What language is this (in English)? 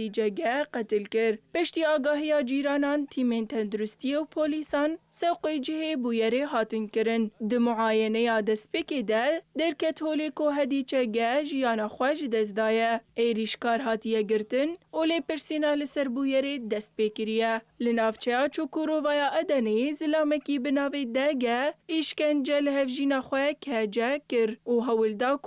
Kurdish